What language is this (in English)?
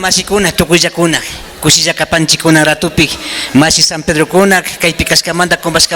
Imbabura Highland Quichua